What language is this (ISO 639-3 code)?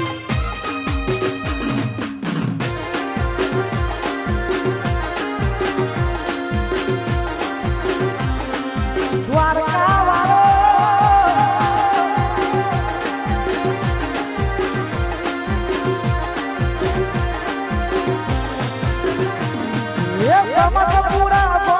guj